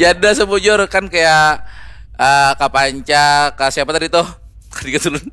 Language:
Banjar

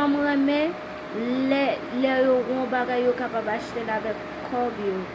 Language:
Haitian Creole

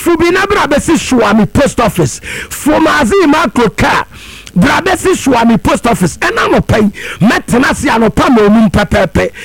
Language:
Akan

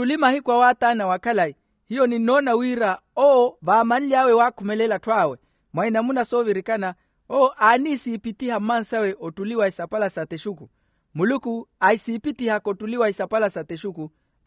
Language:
Makhuwa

